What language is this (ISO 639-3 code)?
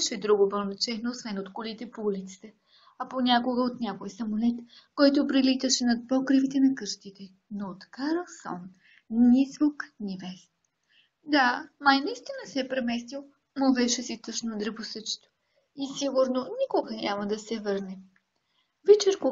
bul